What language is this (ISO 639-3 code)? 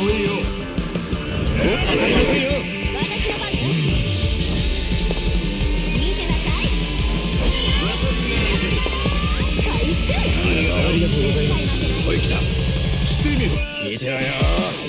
jpn